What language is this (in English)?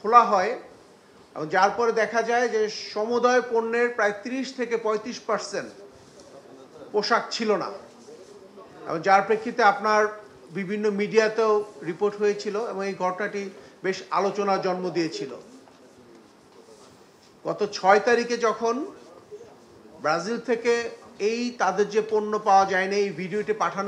Bangla